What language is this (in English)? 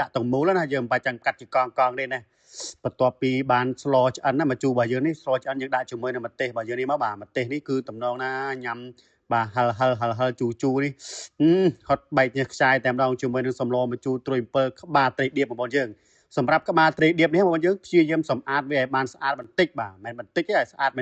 Khmer